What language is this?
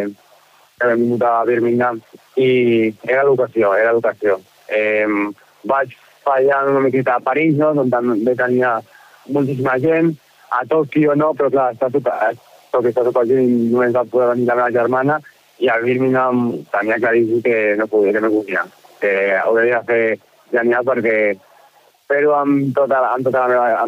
Catalan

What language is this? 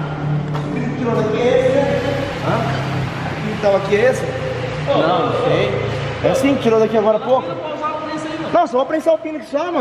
Portuguese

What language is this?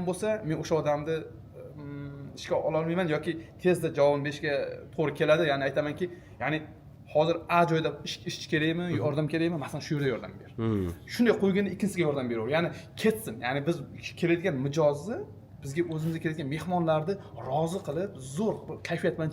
Uzbek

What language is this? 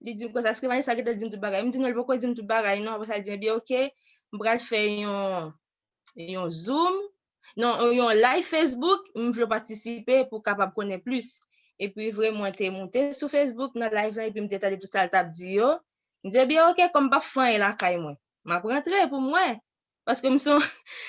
Haitian Creole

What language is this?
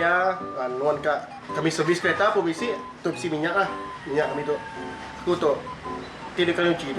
Iban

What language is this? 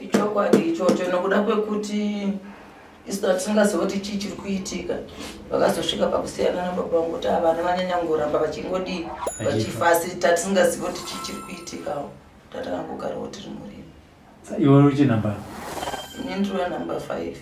Shona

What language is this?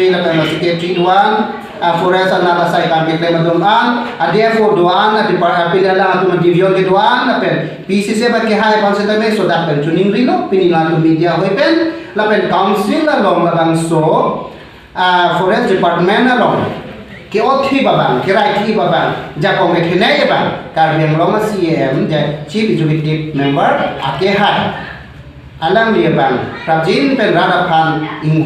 Karbi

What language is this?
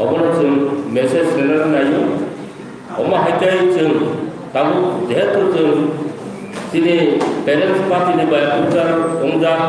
Kok Borok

